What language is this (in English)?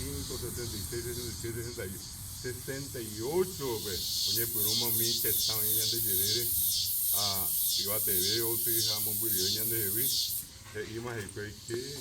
Guarani